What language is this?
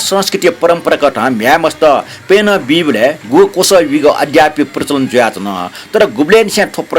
Newari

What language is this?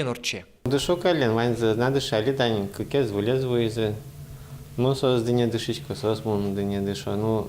Udmurt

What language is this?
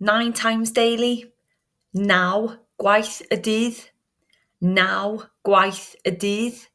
Welsh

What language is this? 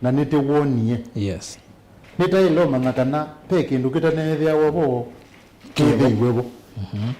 Kamba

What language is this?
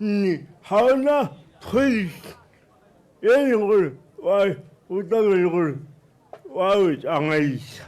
Tswana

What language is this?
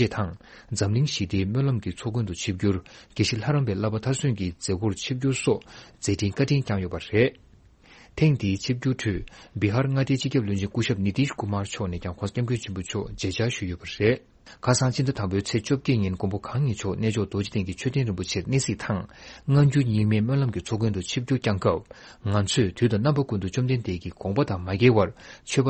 Tibetan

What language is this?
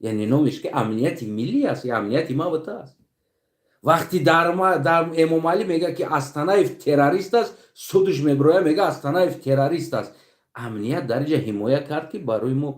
Tajik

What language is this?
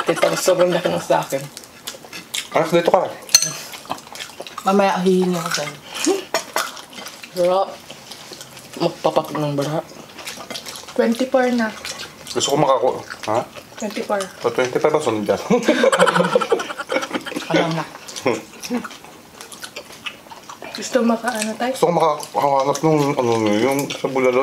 Filipino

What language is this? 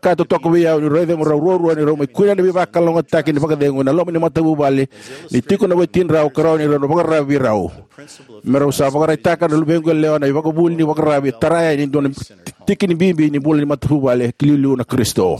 Fijian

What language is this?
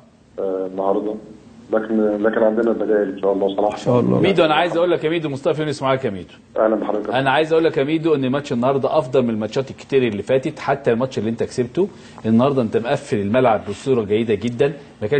Egyptian Arabic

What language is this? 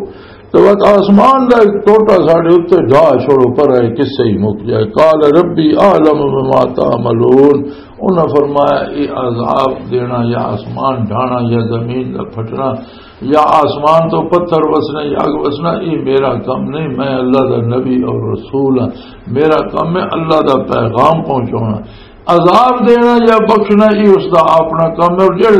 Western Panjabi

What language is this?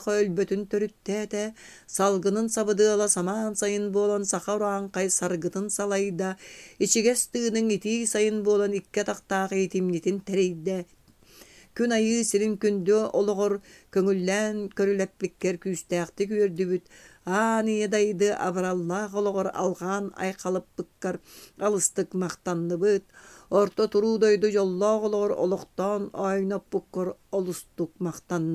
Yakut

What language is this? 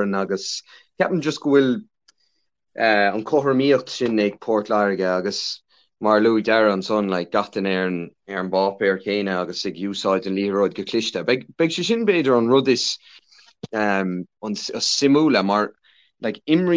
Irish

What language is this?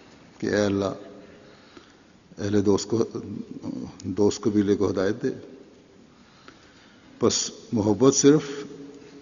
Urdu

